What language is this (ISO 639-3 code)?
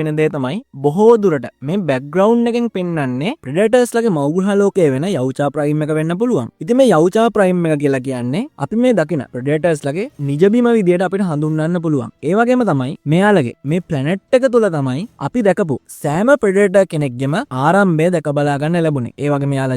sin